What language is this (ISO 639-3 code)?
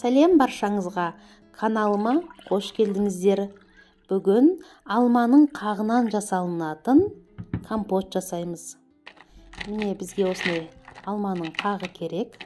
kaz